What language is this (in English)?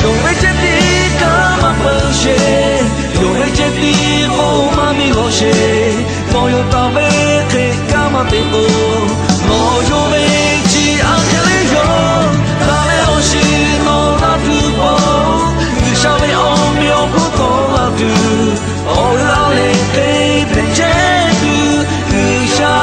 Lahu